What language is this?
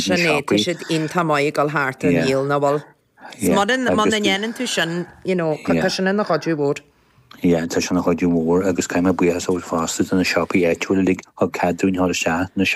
Irish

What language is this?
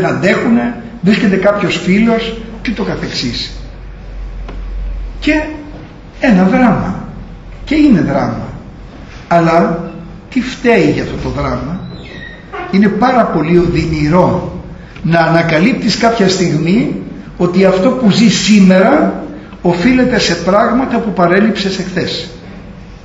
Greek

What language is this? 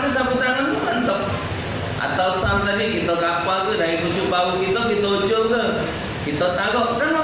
Musi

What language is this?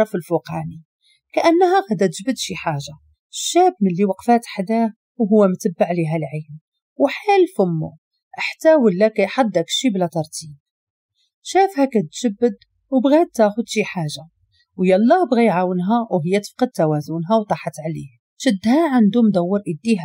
Moroccan Arabic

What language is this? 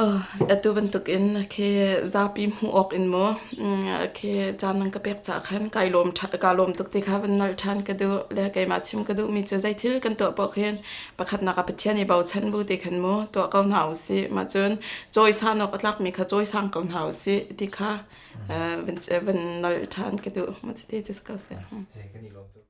Hakha Chin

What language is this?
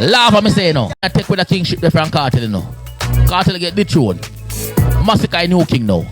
Jamaican Creole English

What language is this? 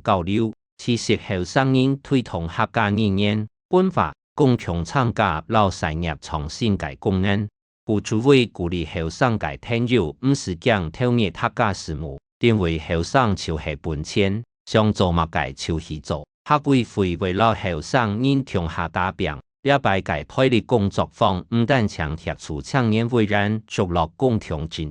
Hakka Chinese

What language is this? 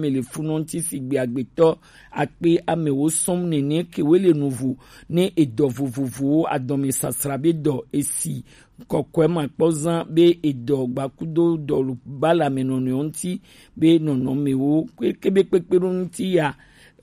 Gen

